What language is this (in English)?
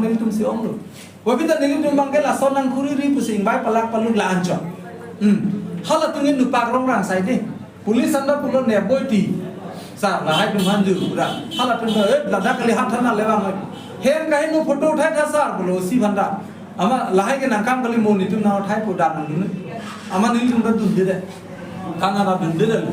Karbi